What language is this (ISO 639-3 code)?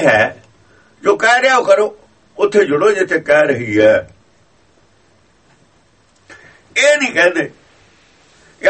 pan